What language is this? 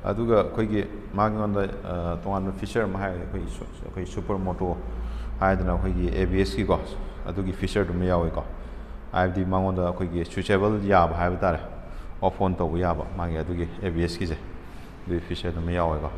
Manipuri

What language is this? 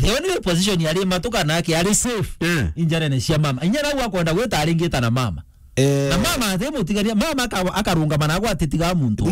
Meru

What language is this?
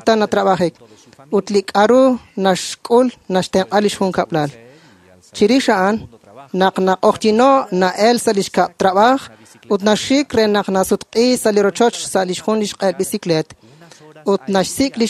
Kekchí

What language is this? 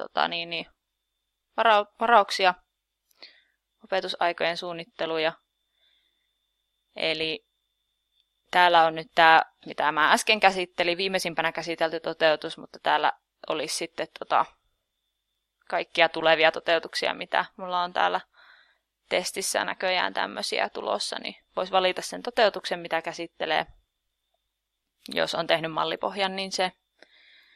Finnish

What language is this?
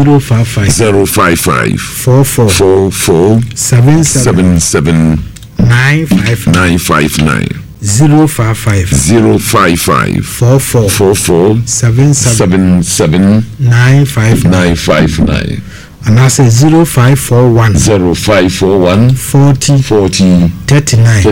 Akan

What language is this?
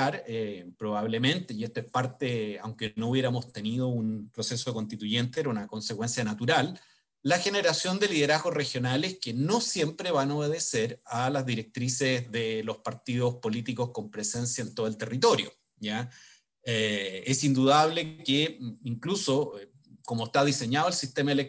Spanish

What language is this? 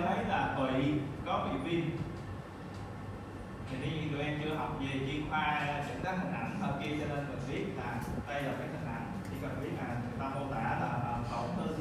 Vietnamese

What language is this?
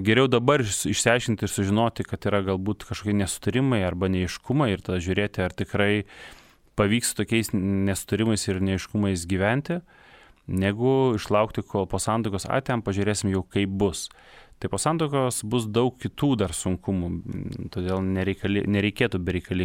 Lithuanian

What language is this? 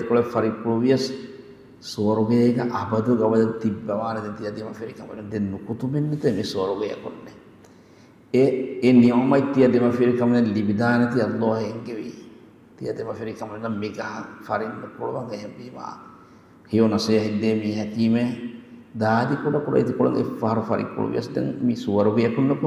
Divehi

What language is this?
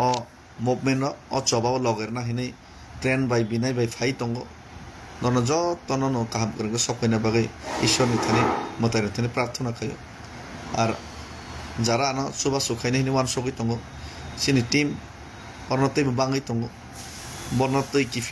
Kok Borok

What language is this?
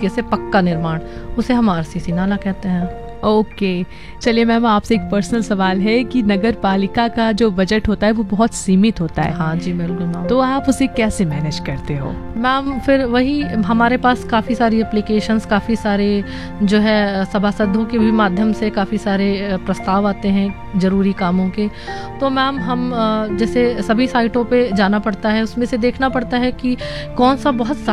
Hindi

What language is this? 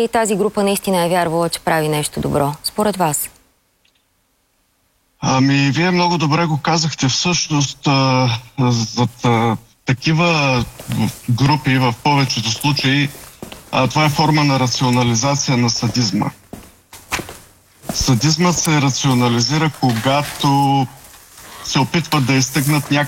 Bulgarian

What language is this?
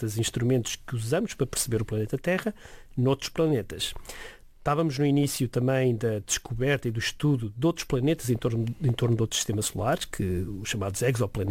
Portuguese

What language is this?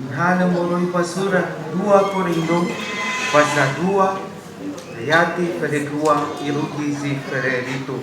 Nias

